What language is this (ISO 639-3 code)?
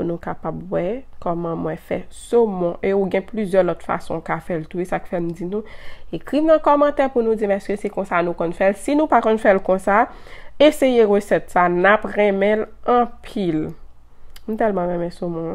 hat